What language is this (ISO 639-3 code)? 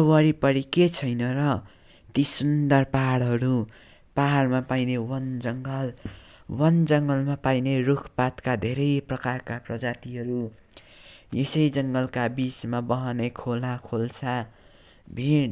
nep